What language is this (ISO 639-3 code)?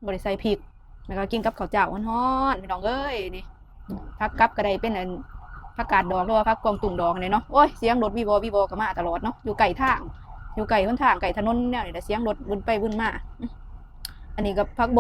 lao